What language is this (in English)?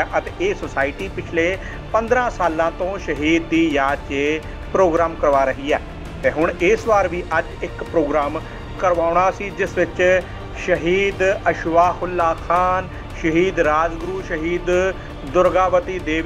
Punjabi